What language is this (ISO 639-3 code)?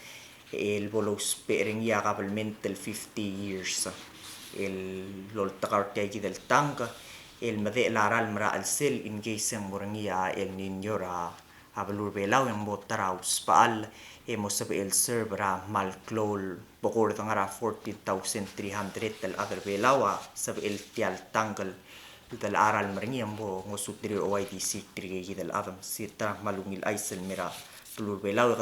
pau